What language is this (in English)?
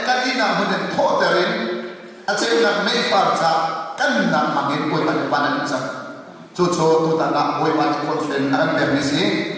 Hakha Chin